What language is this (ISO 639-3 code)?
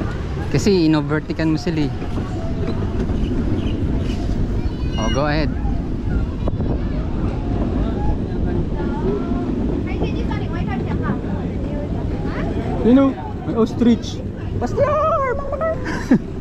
fil